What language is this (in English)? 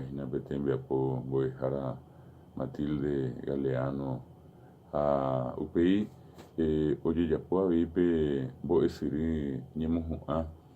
Guarani